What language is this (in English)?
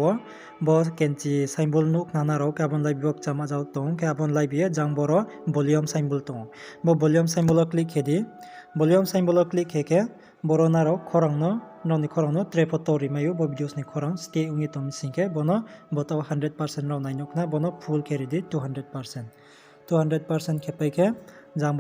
Riang (India)